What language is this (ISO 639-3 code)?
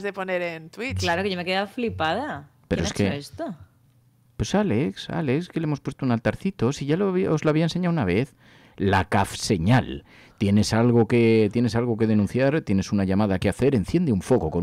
spa